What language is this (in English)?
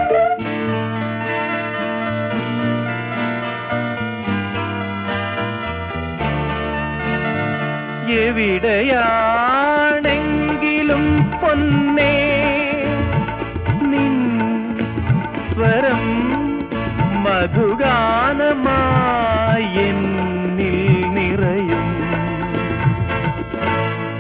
Malayalam